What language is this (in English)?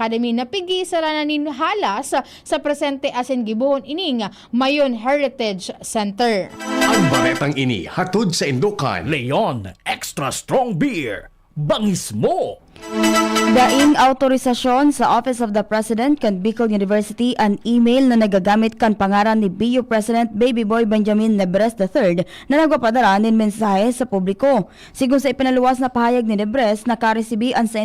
Bikol